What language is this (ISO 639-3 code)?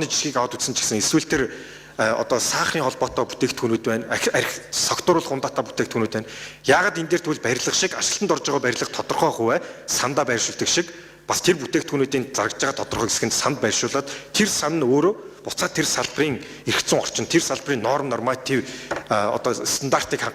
mon